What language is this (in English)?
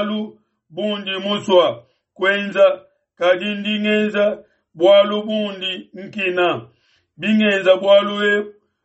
Luba-Lulua